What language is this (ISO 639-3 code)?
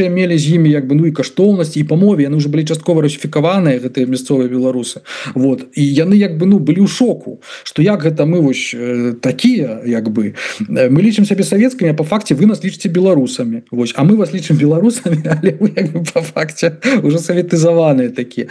bel